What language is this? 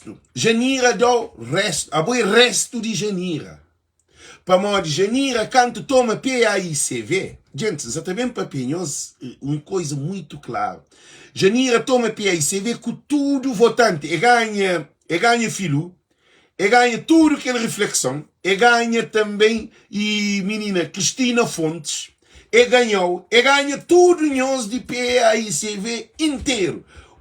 Kabuverdianu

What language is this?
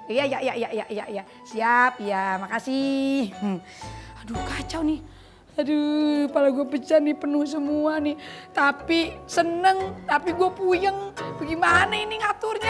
Betawi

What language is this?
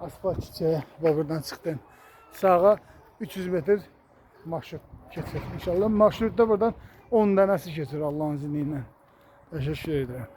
Azerbaijani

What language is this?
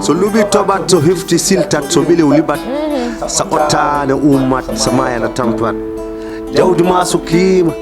Fula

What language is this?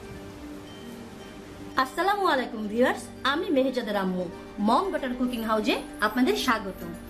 Bangla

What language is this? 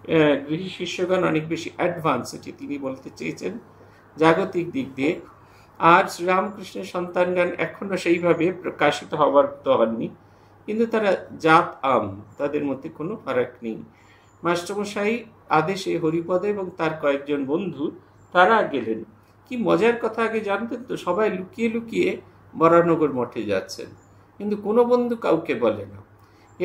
Bangla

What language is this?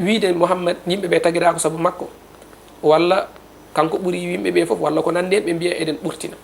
Fula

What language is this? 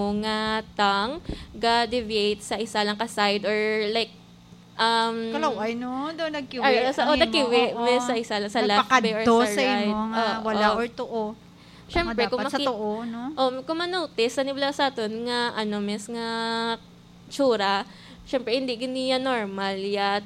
Hiligaynon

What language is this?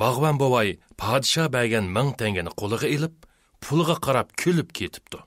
Uyghur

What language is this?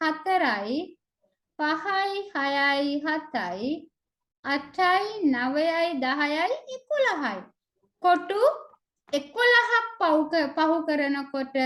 Sinhala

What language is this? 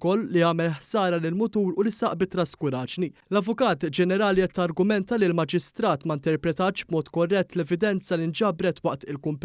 Maltese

